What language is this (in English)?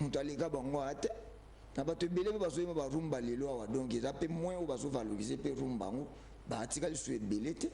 Lingala